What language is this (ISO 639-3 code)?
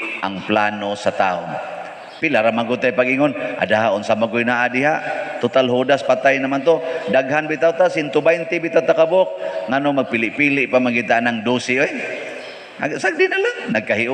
ceb